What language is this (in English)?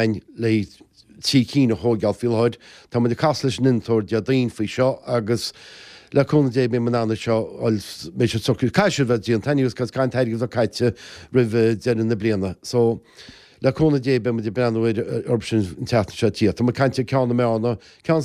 Irish